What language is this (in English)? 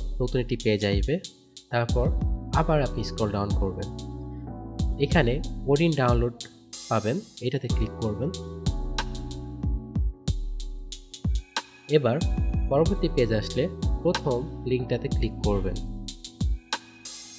Bangla